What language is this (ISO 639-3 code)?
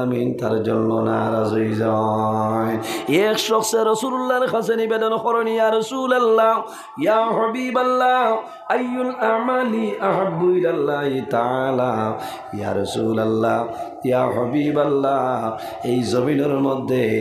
syl